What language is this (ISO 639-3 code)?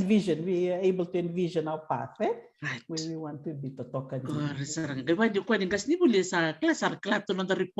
fij